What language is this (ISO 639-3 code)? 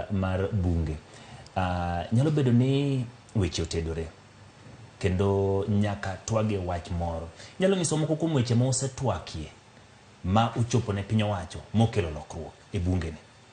luo